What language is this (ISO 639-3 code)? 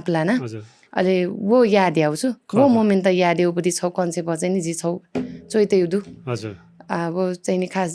new